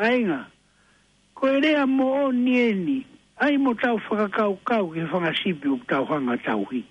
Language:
Tongan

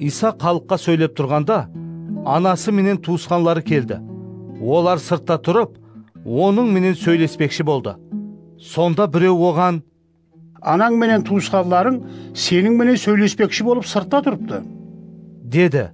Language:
Kara-Kalpak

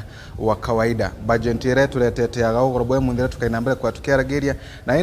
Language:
Meru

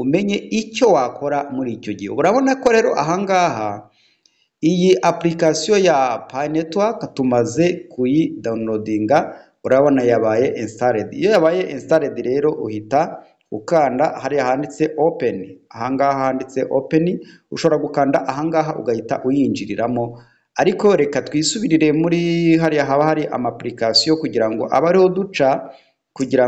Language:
Kinyarwanda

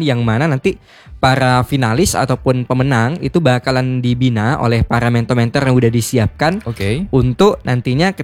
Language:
Indonesian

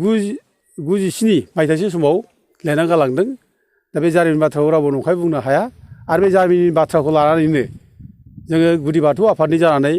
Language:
Bodo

